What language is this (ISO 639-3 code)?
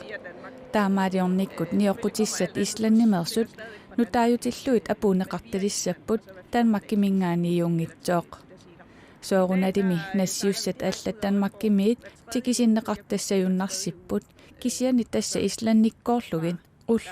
kal